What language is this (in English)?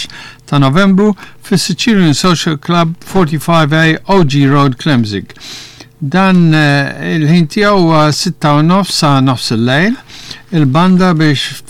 Maltese